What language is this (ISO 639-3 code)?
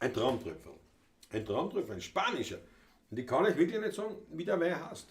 bar